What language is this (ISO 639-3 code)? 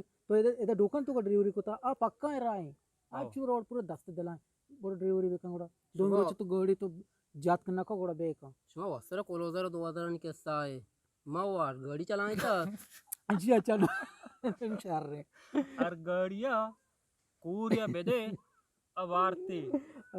bgp